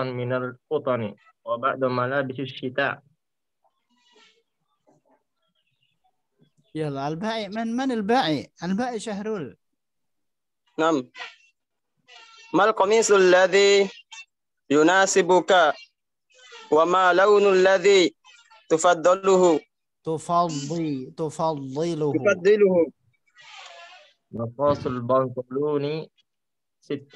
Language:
Arabic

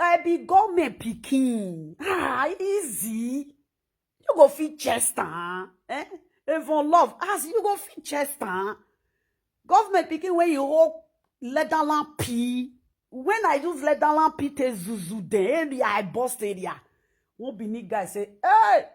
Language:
Nigerian Pidgin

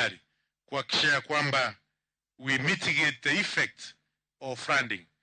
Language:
Luo (Kenya and Tanzania)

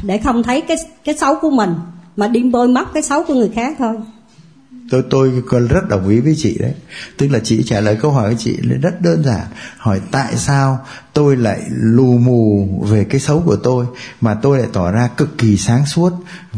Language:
Vietnamese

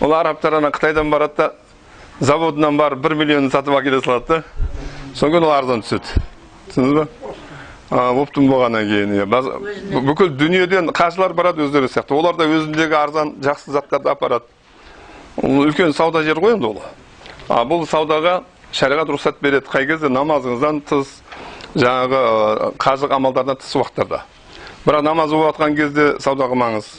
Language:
Kazakh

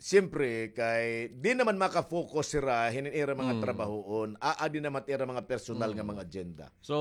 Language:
Waray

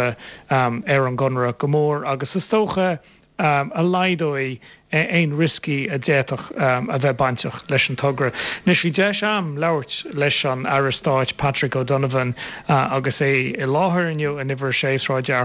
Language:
Irish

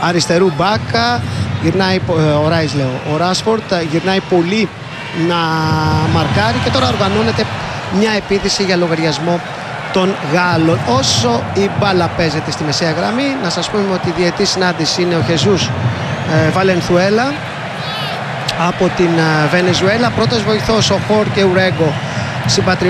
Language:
Greek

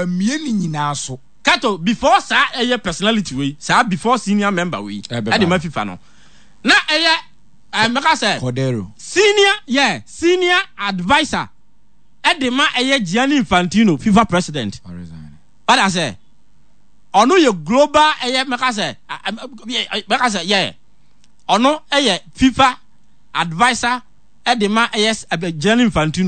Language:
Akan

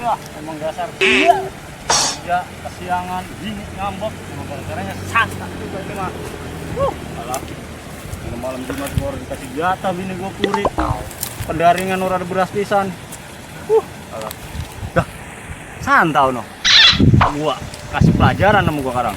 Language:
Betawi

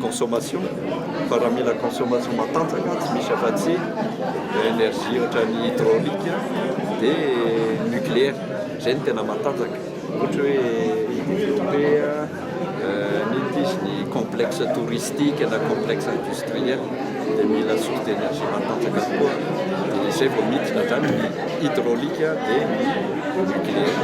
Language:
Malagasy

